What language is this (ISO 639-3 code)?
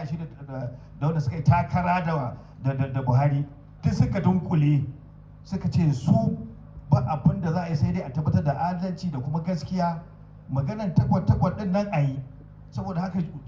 hau